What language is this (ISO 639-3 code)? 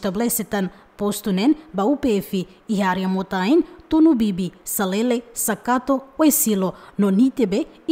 tet